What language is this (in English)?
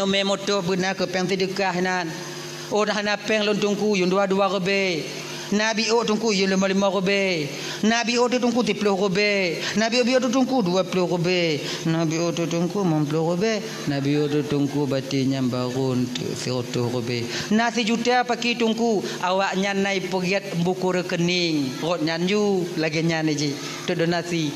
Achinese